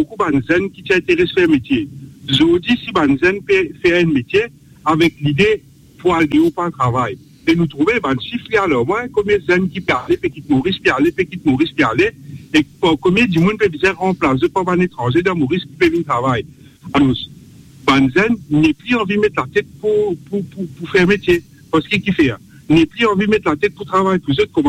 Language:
Morisyen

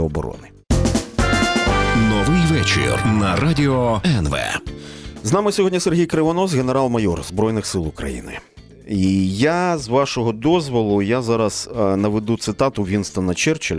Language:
Ukrainian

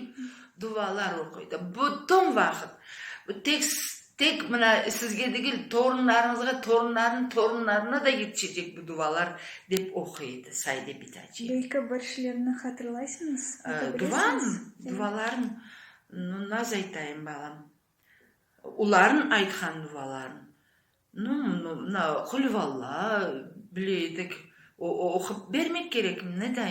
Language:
Crimean Tatar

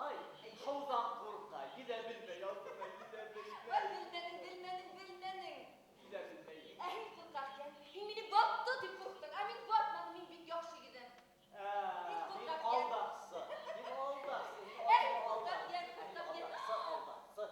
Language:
Bashkir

